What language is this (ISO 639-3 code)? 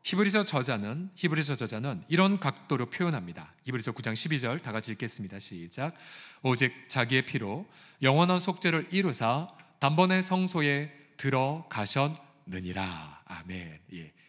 kor